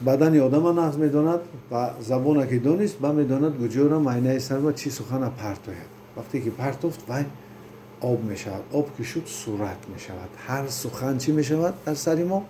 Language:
Tajik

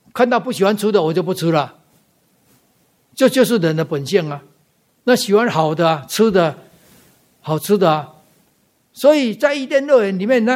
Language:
Chinese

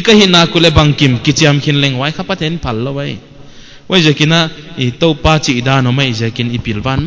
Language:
Paite Chin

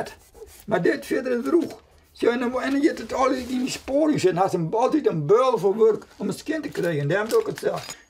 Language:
Western Frisian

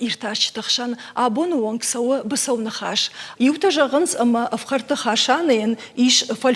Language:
Ossetic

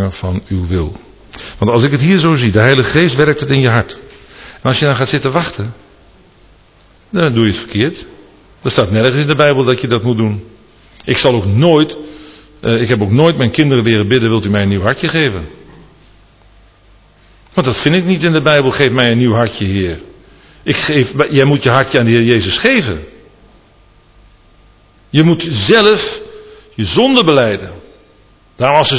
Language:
Dutch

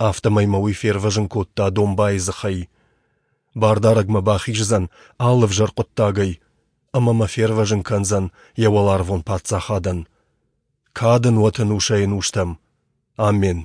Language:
Ossetic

